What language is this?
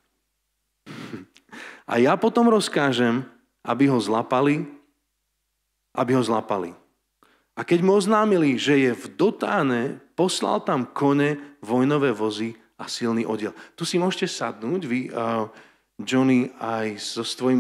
Slovak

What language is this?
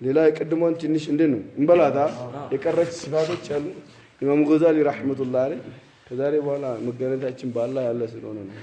Amharic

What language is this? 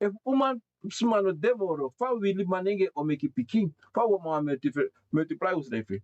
Sranan Tongo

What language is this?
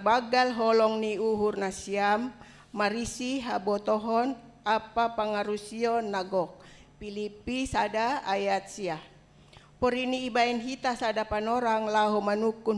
Batak Simalungun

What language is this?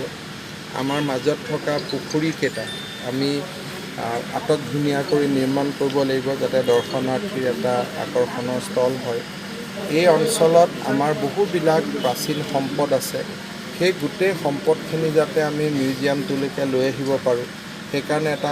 Assamese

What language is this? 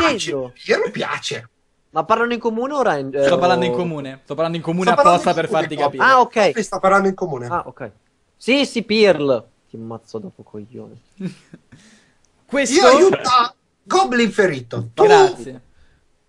Italian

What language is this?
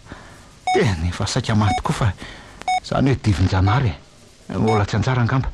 Malagasy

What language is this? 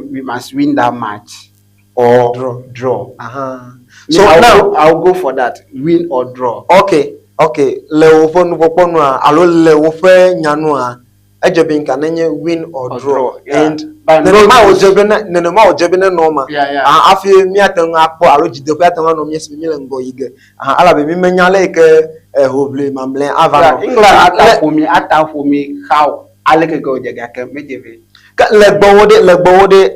Ewe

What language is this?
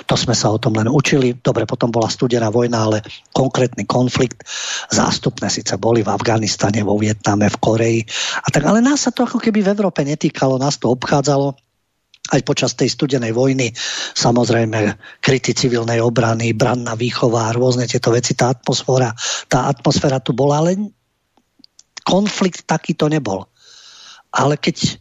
Slovak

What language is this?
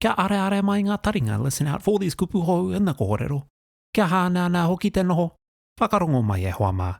Māori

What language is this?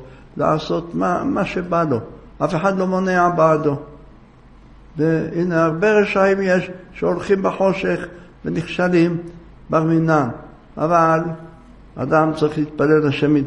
Hebrew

